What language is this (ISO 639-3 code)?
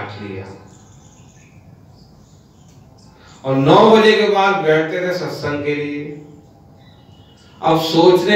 hin